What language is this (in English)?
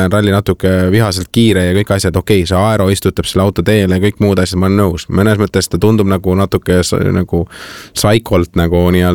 Estonian